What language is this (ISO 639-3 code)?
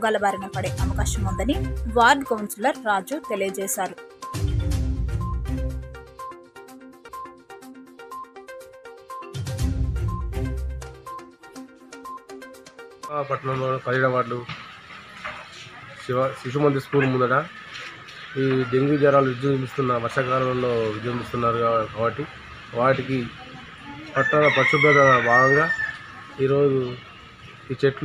tel